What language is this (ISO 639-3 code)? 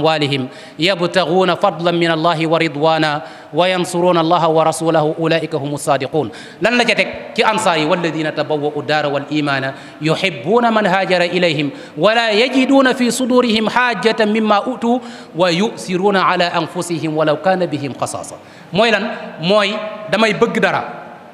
wol